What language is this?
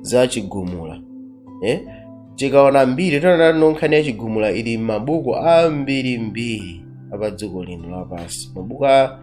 Nyanja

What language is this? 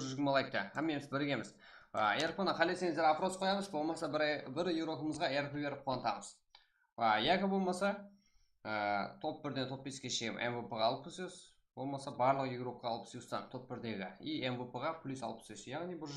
Kara-Kalpak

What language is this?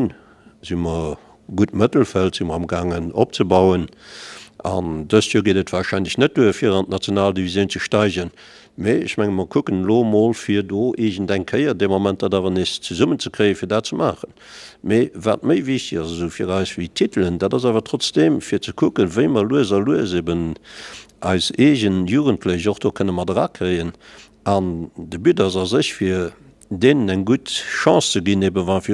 Luxembourgish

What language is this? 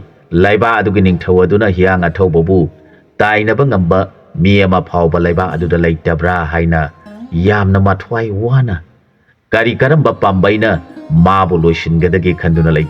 Manipuri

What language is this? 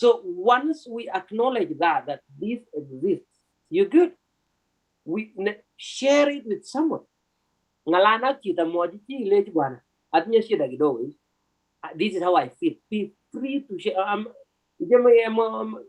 Kalenjin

